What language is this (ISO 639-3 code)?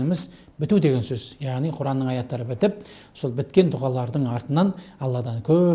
kaz